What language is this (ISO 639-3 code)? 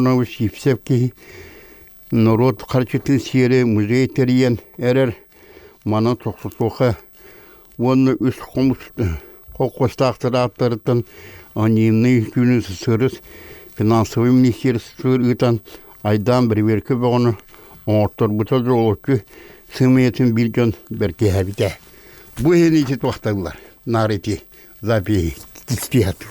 sah